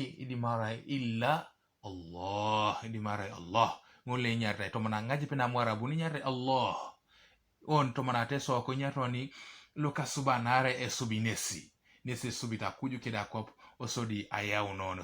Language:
Teso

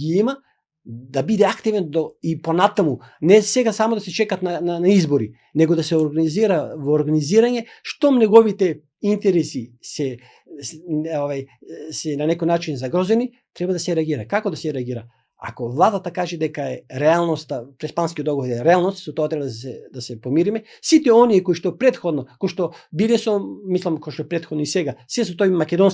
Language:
Macedonian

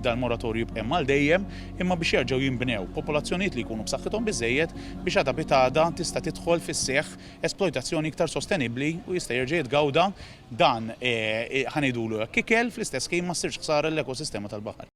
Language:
Maltese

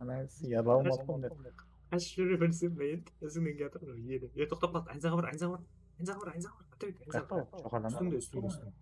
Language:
Kara-Kalpak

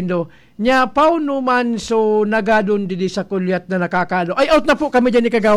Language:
Bikol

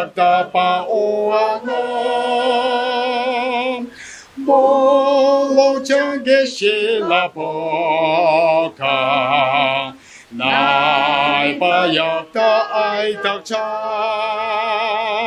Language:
Ao Naga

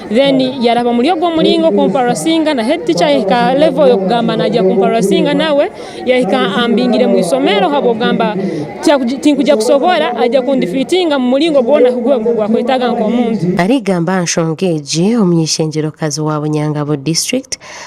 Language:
Nyankole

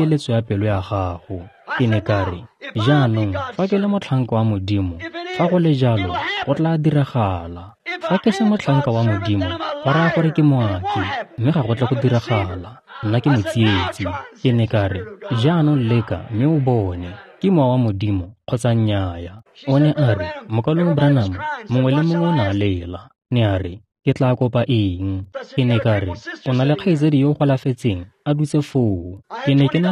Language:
Tswana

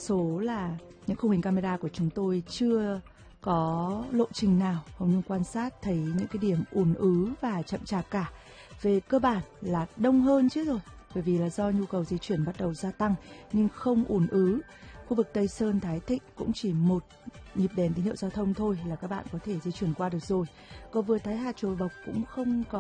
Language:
Vietnamese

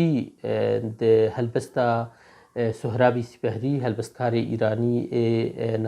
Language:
Kurdish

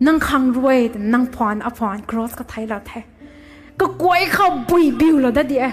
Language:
Rongmei Naga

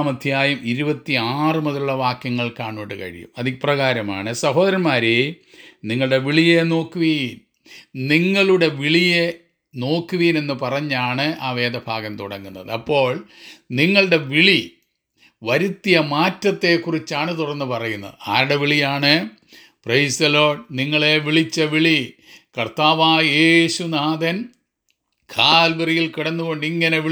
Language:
Malayalam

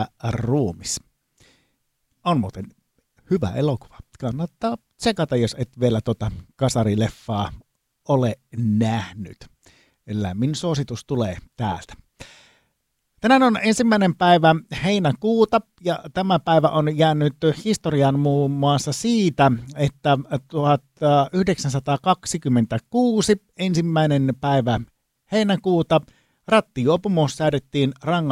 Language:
Finnish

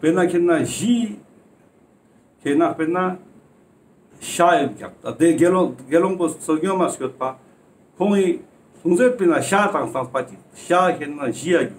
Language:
Ladakhi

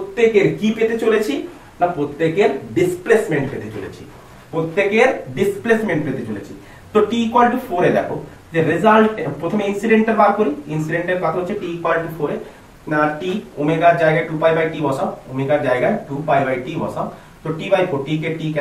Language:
Bangla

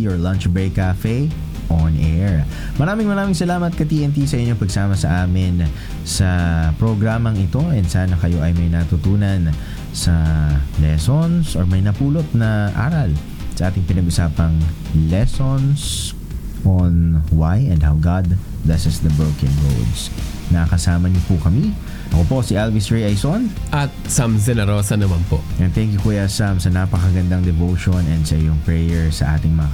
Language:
Filipino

